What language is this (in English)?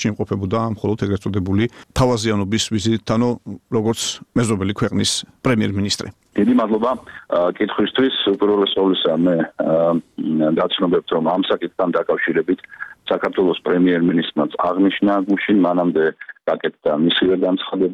Georgian